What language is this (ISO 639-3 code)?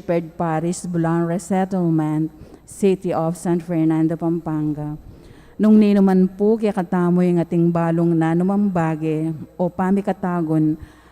pam